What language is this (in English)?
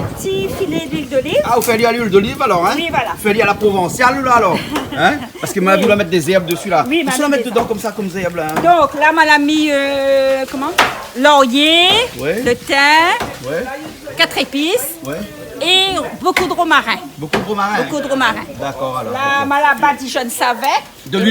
Réunion Creole French